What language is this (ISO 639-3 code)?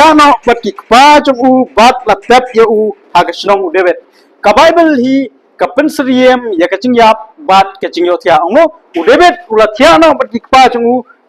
kha